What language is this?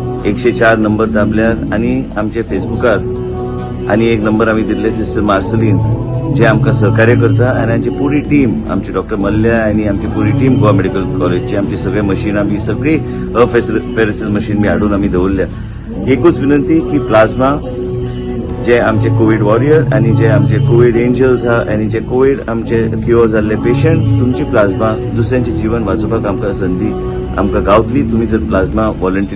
Konkani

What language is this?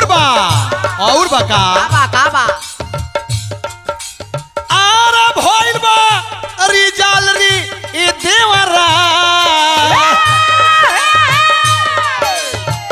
Bhojpuri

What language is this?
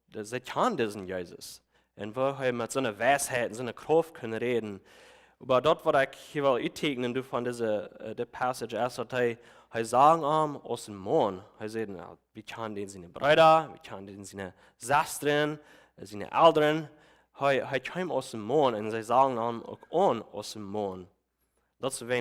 Plautdietsch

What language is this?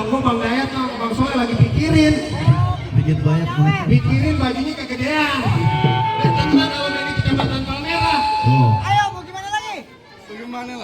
Betawi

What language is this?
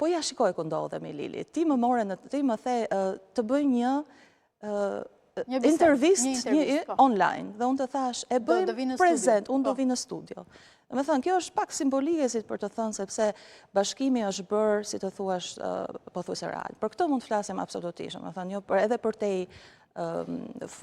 Albanian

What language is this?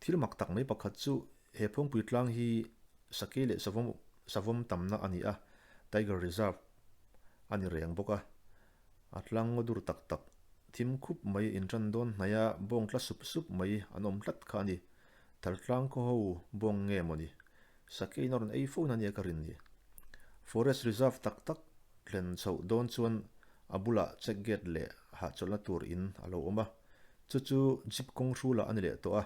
Mizo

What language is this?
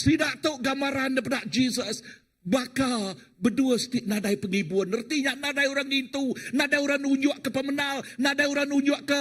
Iban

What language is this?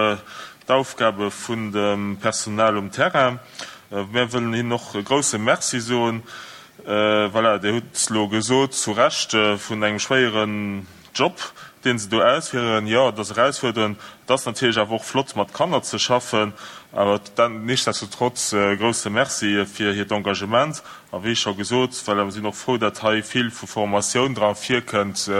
Luxembourgish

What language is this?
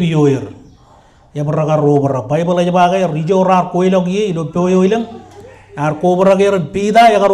Marshallese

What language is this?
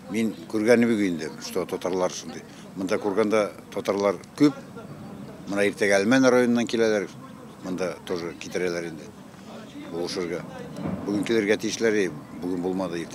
Tatar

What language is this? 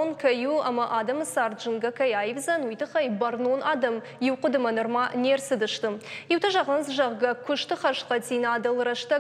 Ossetic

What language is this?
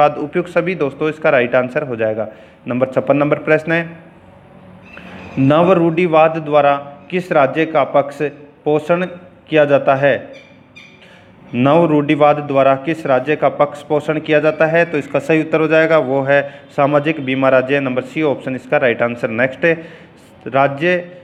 Hindi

